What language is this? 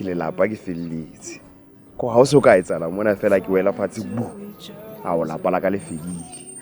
Southern Sotho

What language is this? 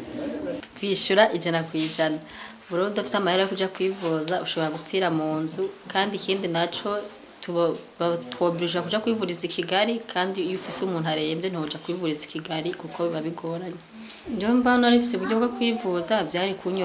Rundi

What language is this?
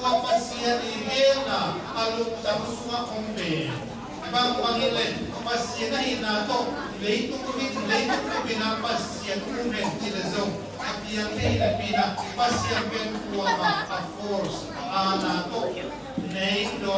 Tedim Chin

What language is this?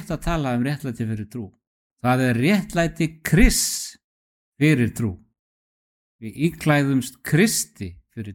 Icelandic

